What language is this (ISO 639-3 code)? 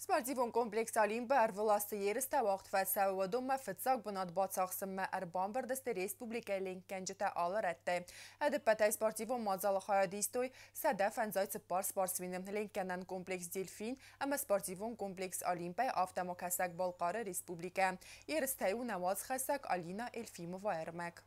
oss